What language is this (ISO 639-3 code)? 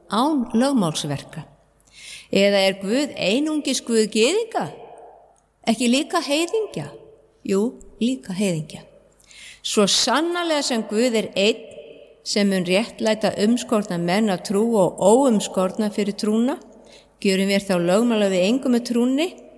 isl